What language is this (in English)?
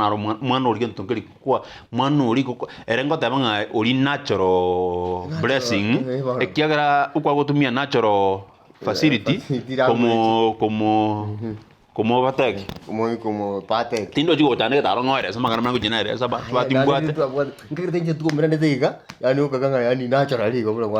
Gusii